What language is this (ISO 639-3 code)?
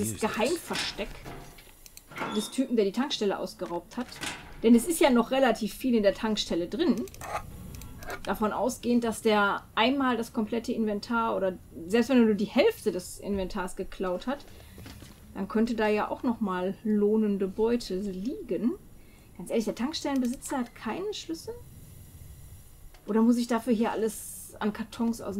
deu